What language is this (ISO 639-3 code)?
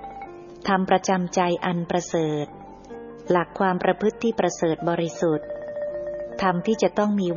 tha